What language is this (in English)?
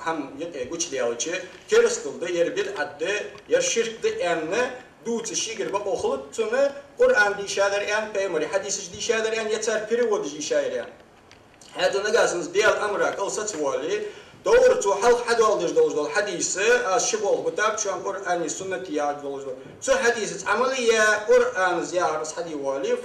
Ingush